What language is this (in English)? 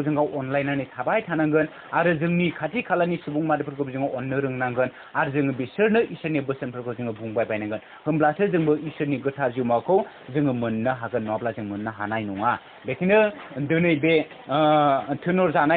Bodo